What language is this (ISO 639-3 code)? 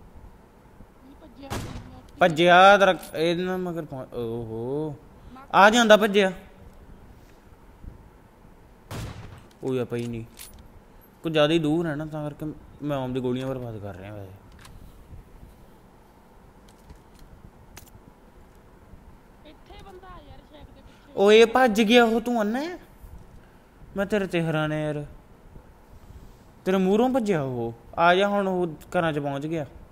pan